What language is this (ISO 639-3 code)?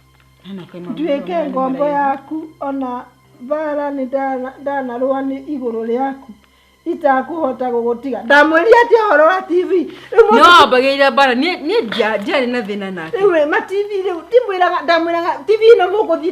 kik